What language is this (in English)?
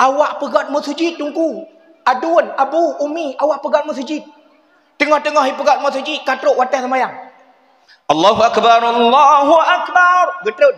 Achinese